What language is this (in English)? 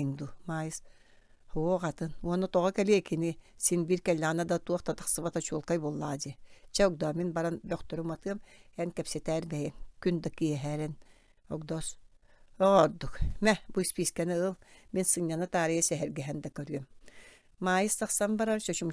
Yakut